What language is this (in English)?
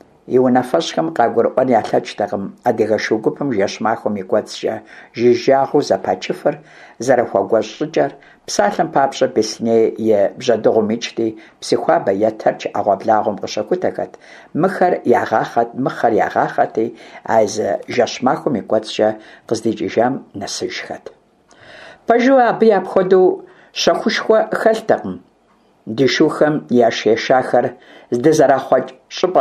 Kabardian